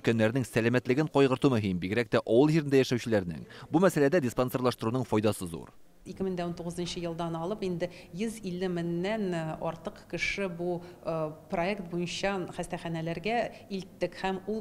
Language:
Tatar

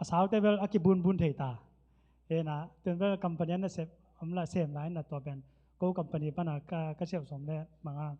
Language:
Tedim Chin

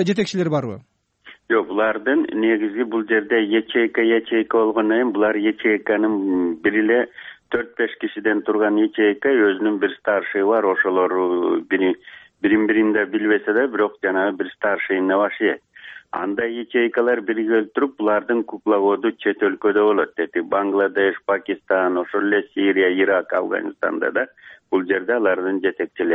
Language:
Kyrgyz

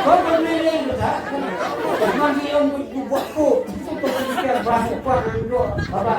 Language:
Khasi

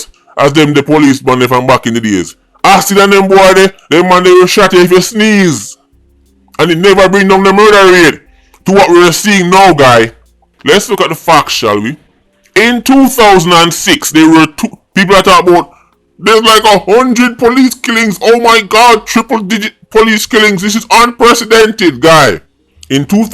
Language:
Jamaican Creole English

